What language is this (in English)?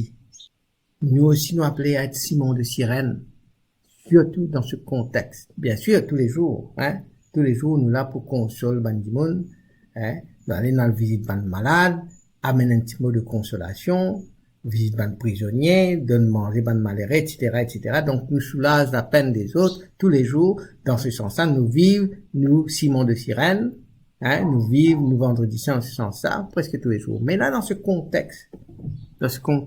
Morisyen